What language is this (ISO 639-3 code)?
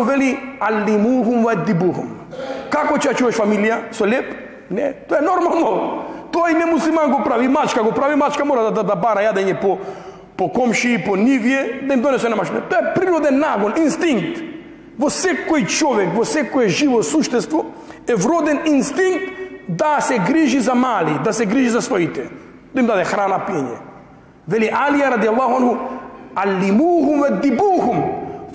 mkd